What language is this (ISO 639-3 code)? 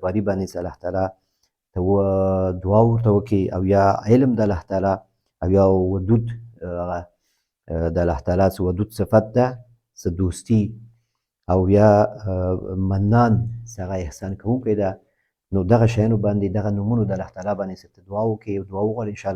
pus